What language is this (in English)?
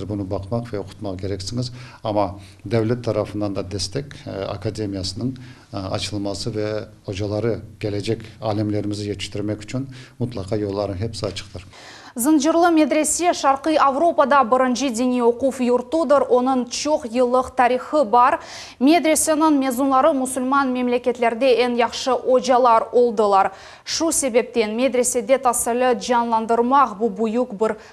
Crimean Tatar